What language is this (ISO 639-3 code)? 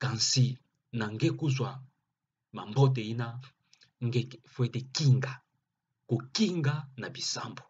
ktu